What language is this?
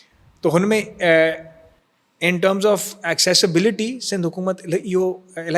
Sindhi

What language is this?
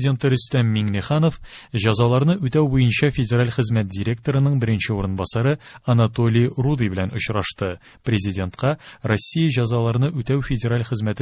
Tatar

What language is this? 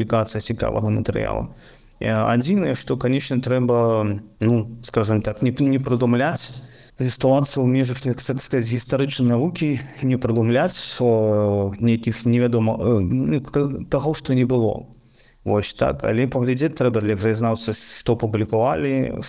Belarusian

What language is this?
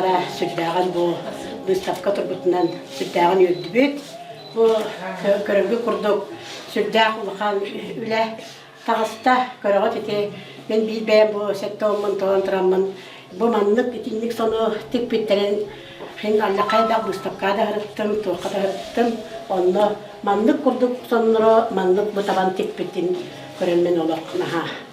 Yakut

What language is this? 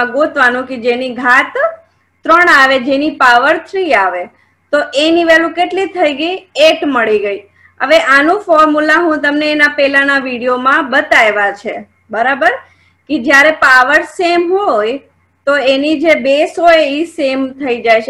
Gujarati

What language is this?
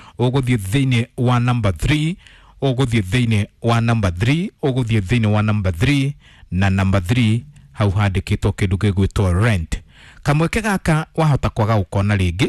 Kikuyu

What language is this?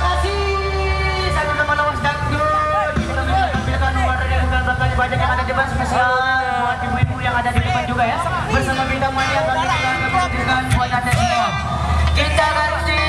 Sasak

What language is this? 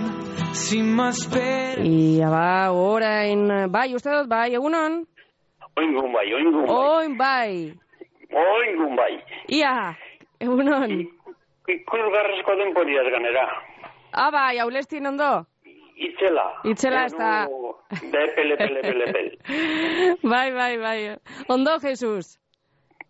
Basque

